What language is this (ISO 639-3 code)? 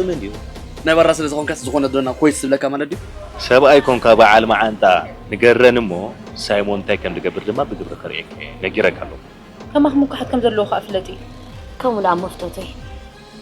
tir